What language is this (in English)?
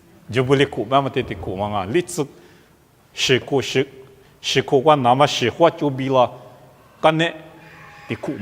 Lisu